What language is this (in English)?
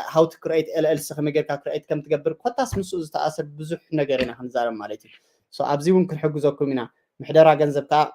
Tigrinya